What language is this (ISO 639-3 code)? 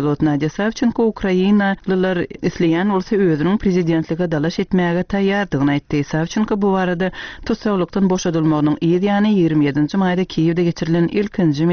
tuk